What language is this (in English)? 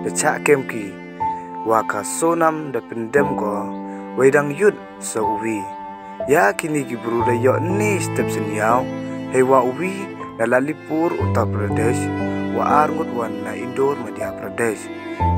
Pnar